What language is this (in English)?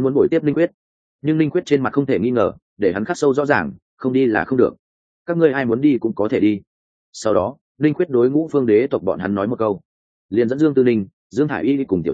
Vietnamese